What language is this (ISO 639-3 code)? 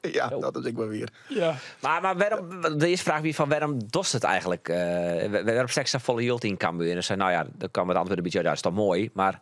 fry